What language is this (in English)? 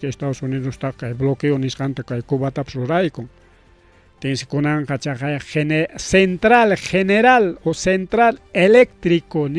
Ayacucho Quechua